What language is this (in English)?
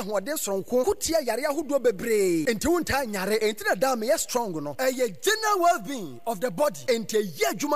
Akan